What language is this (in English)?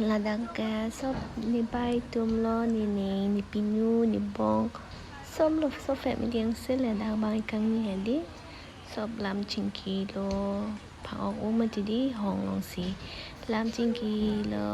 Karbi